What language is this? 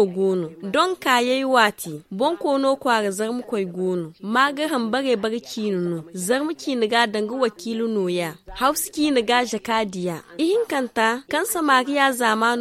Zarma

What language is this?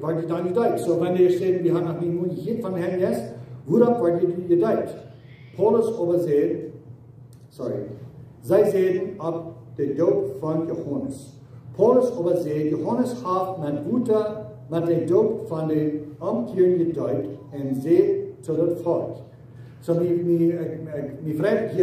Plautdietsch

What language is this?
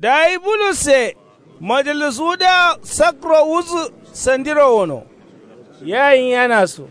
Kanuri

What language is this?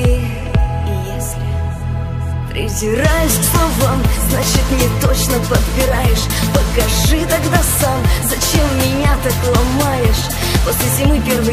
Russian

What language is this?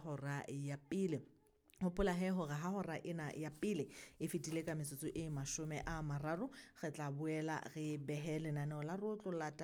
Southern Sotho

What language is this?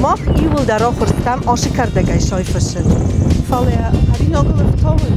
Ossetic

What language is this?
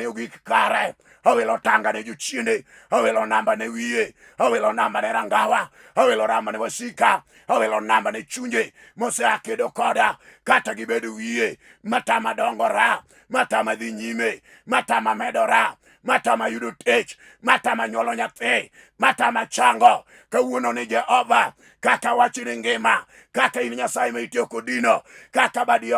Luo (Kenya and Tanzania)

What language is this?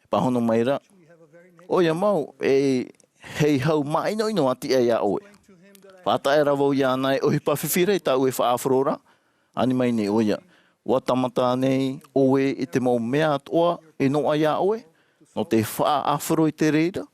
Tahitian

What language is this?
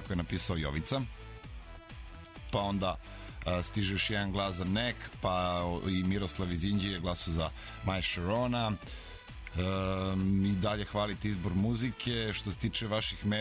Serbian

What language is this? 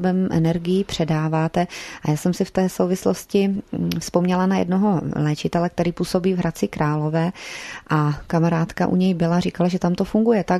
Czech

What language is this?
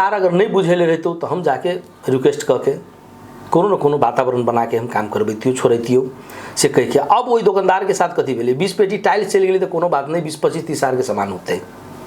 Maithili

